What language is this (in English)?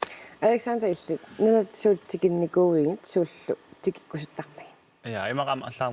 Kalaallisut